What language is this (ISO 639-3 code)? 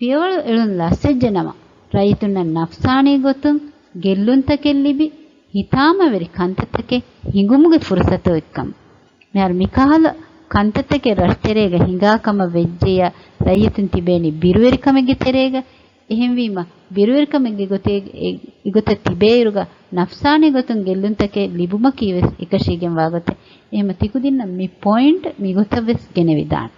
div